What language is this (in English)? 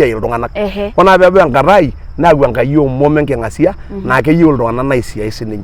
Masai